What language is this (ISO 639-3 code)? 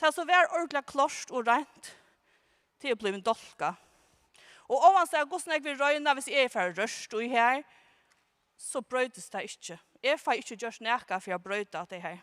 fao